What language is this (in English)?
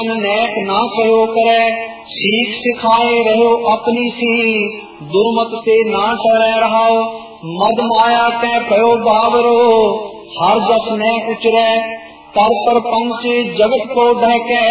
Punjabi